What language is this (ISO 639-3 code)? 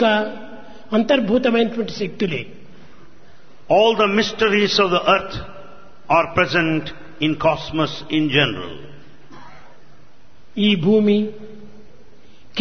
tel